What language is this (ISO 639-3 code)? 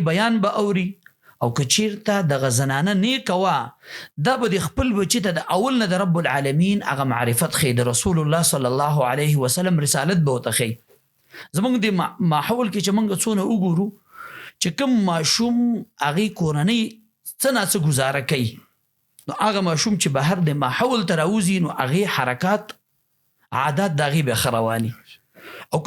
pus